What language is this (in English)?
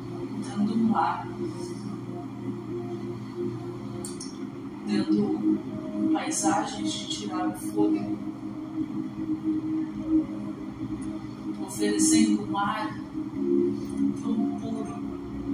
Portuguese